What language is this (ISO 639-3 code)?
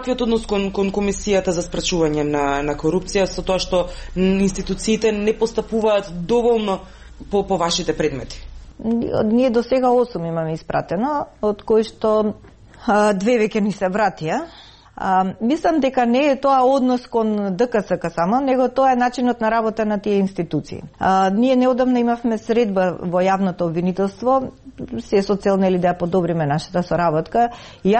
mkd